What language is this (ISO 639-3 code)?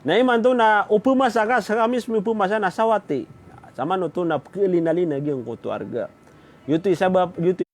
mrw